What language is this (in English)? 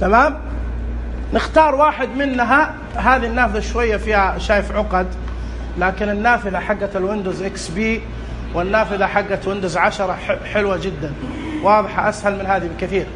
Najdi Arabic